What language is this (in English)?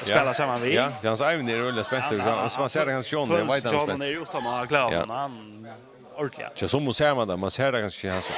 Faroese